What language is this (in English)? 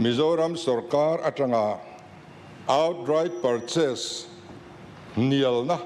Mizo